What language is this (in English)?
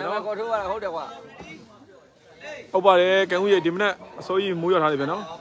Burmese